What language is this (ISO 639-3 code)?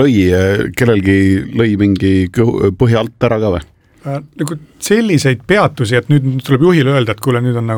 est